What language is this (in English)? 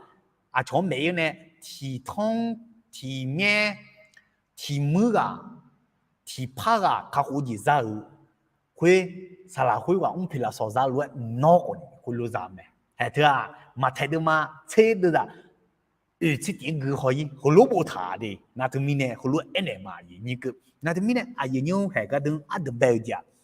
Akha